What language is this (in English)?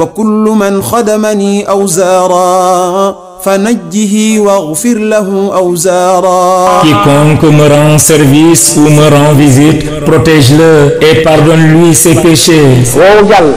Wolof